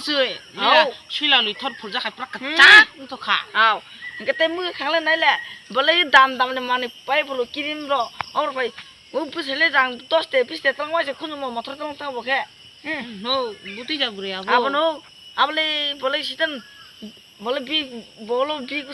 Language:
Kok Borok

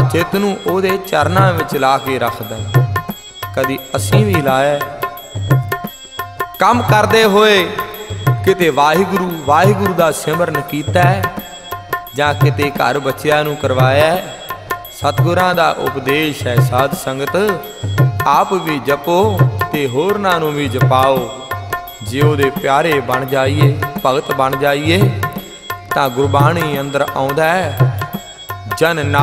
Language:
Punjabi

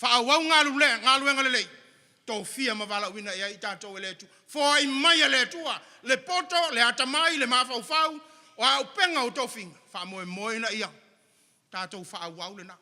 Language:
Samoan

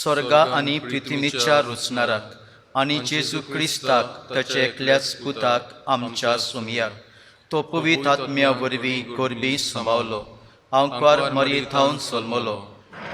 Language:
Konkani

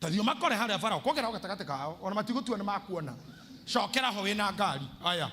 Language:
Kikuyu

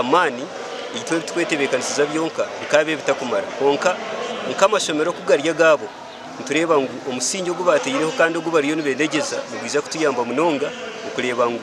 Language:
Nyankole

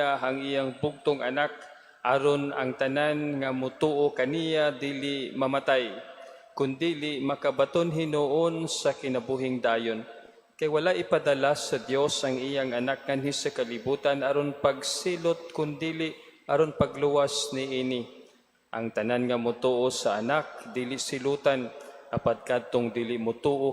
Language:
Cebuano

